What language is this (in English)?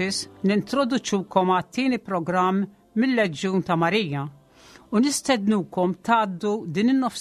Maltese